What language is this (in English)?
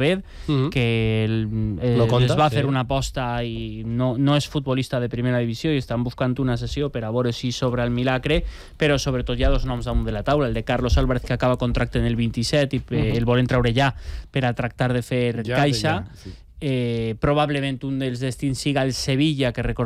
Catalan